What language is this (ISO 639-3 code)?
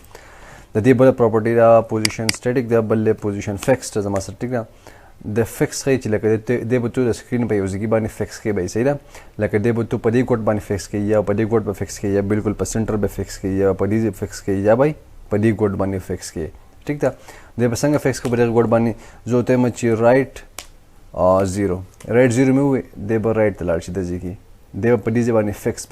pus